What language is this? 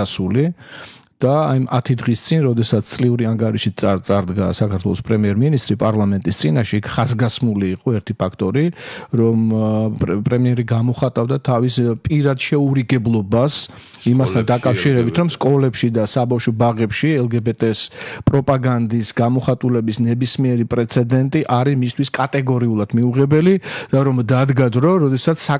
Georgian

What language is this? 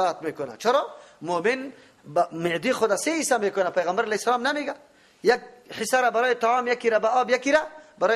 Persian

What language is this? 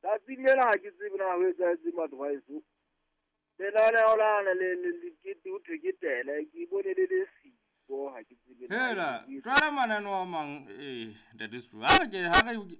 Southern Sotho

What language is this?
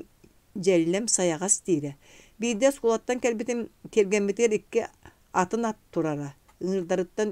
Yakut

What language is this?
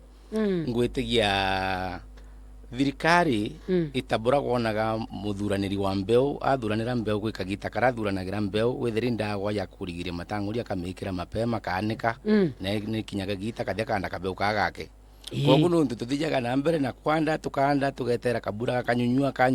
Meru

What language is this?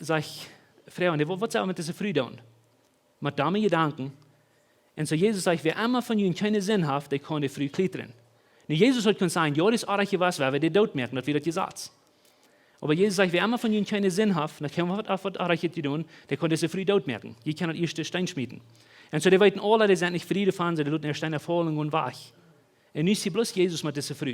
Plautdietsch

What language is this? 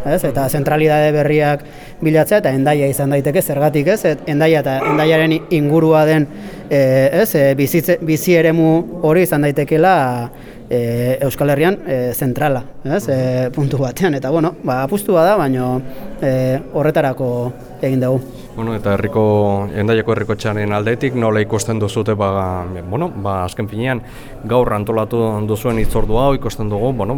Basque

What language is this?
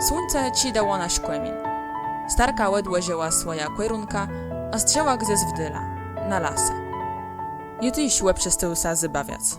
Kashubian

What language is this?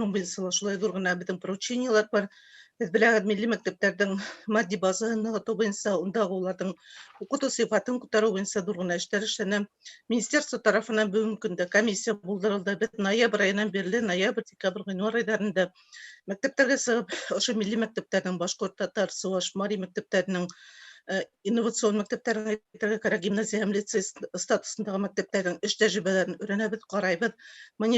Bashkir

